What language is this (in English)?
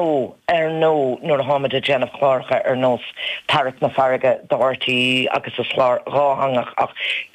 Irish